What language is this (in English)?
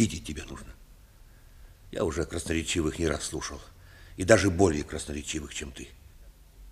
Russian